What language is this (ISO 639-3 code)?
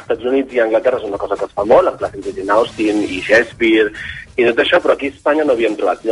cat